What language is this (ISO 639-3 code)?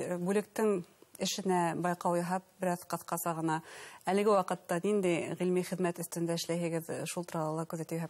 bak